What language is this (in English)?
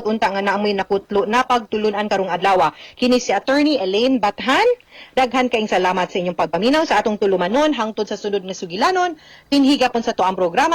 Cebuano